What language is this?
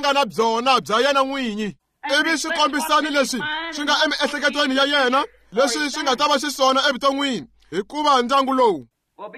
Tsonga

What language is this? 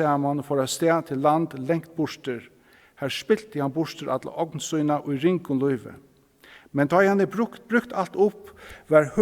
Faroese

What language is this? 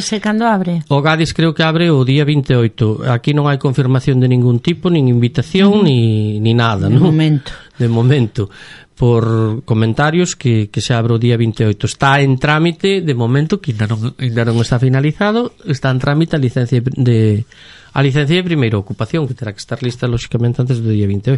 Galician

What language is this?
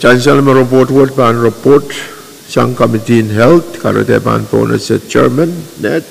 Pohnpeian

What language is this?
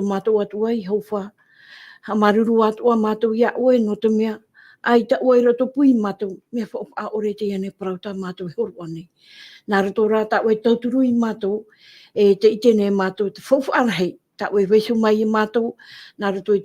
Tahitian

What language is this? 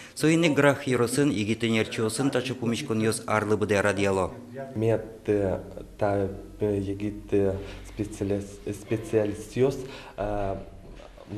Udmurt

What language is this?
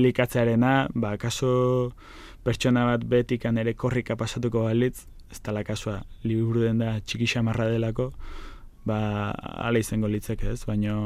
Basque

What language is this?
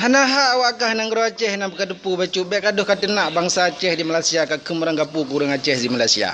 Achinese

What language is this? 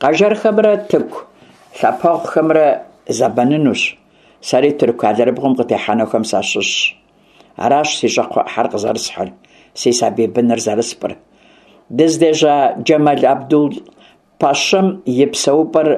Kabardian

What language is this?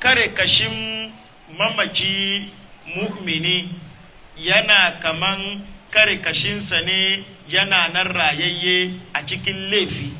Hausa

